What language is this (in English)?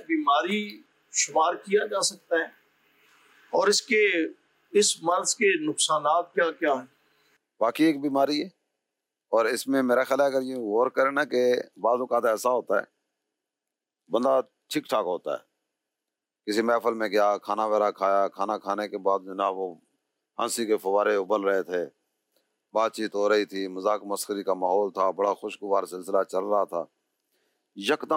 Urdu